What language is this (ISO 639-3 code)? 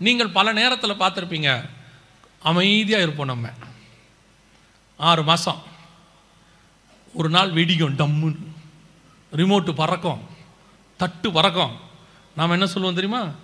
tam